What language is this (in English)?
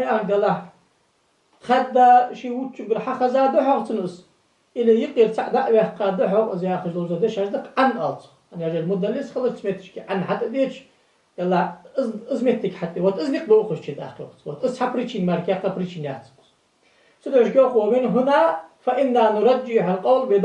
Ingush